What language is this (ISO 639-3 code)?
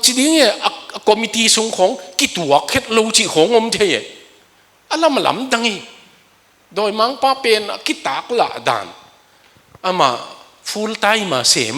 ctd